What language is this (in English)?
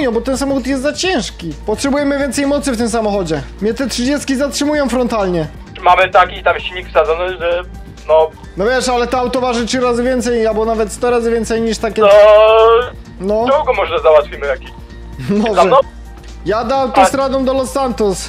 Polish